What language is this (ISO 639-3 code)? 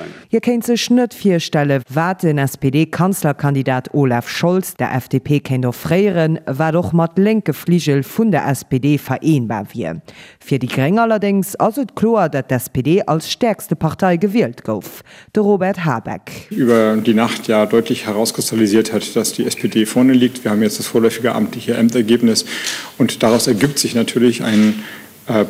ltz